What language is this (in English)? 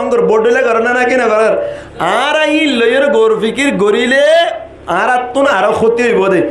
Rohingya